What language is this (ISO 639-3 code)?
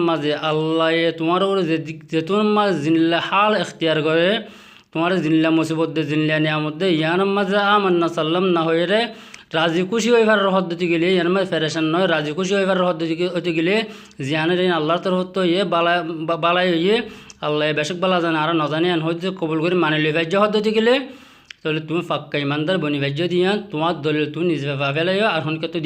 rhg